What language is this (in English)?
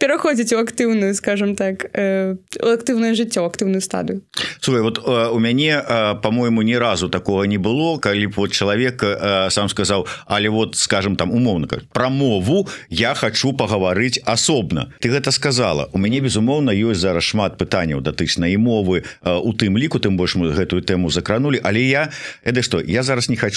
Belarusian